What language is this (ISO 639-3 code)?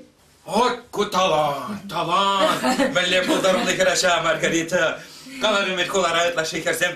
chv